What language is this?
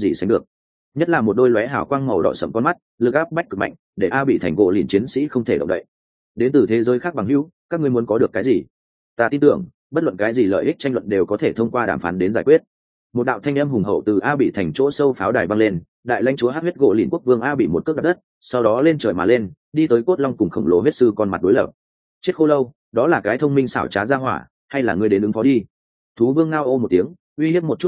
Vietnamese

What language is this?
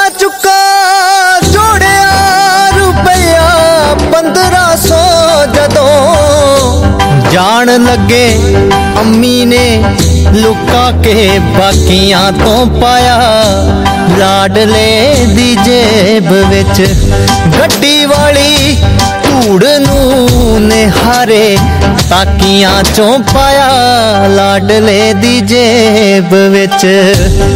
Punjabi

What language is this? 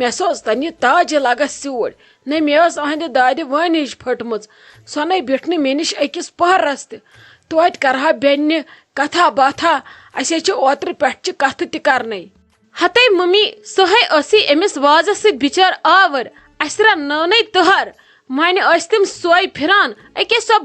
Kashmiri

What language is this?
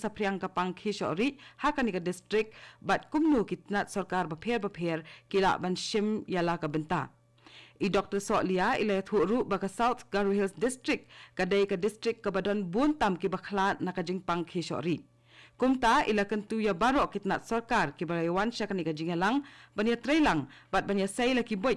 Khasi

